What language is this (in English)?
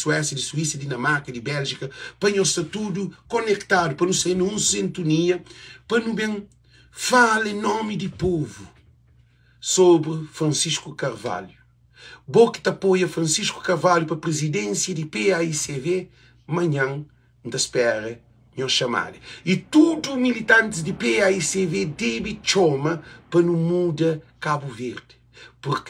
Kabuverdianu